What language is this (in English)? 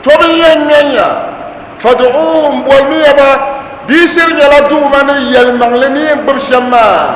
Dagbani